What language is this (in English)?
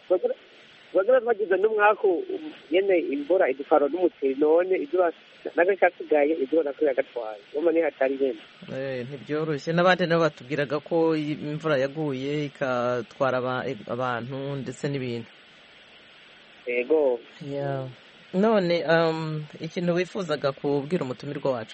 Kinyarwanda